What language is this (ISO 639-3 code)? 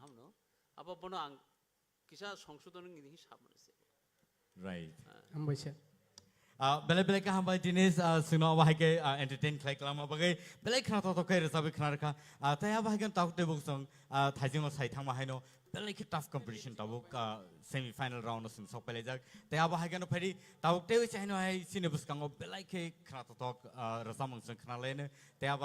trp